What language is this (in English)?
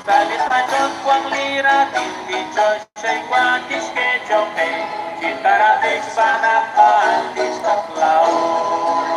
Kekchí